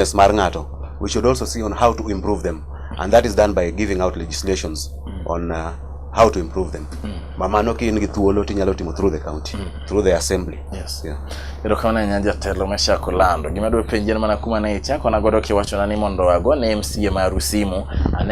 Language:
Luo (Kenya and Tanzania)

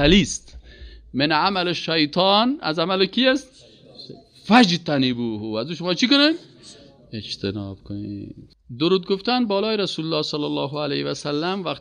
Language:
Persian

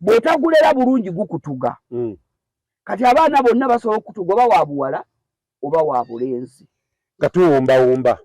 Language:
Ganda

